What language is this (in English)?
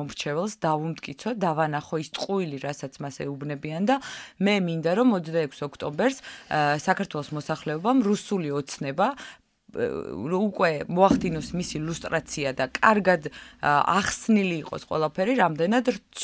Georgian